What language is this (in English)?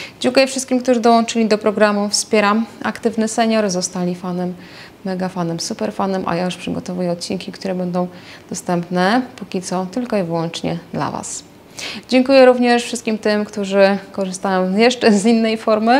Polish